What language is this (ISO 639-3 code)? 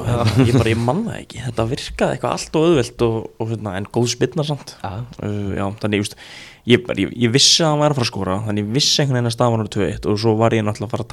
isl